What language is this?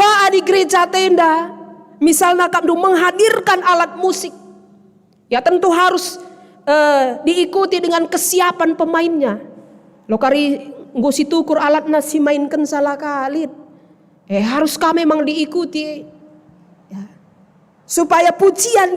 Batak Karo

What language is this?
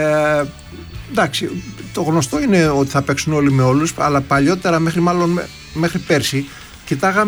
Greek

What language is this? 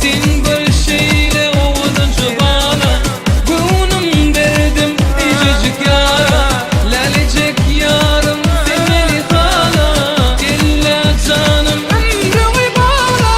Turkmen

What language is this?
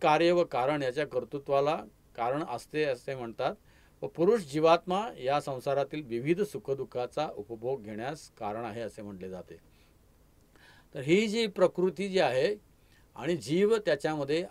Marathi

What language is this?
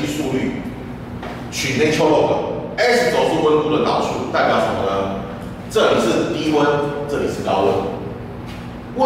Chinese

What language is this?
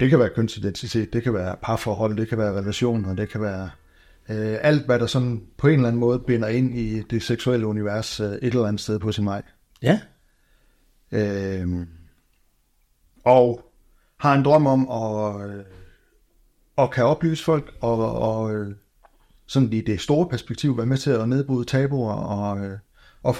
Danish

